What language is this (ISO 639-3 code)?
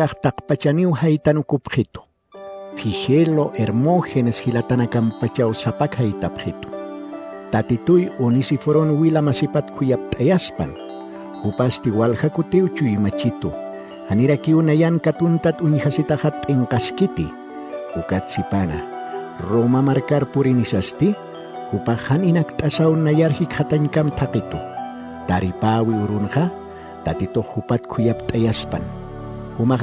aym